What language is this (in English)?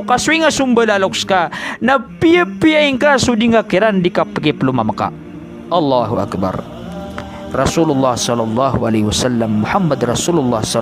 Maranao